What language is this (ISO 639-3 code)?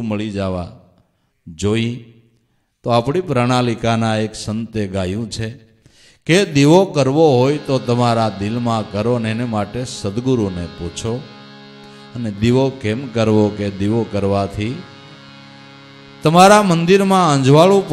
guj